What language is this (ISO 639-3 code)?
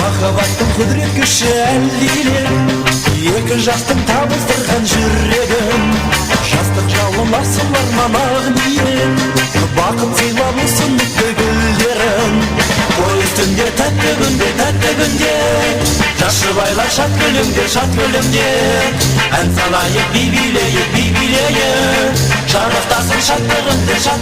kaa